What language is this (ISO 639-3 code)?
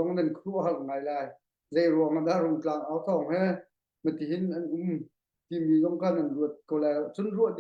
cnh